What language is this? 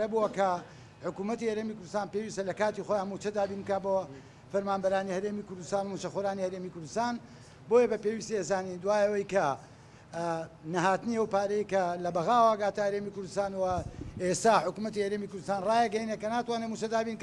Central Kurdish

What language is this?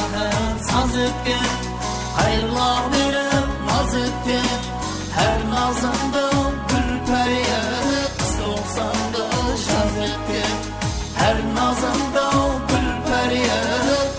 Kara-Kalpak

